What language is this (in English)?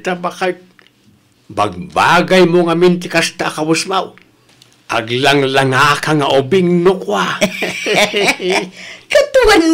Iloko